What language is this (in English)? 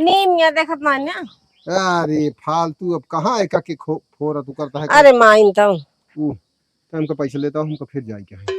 Awadhi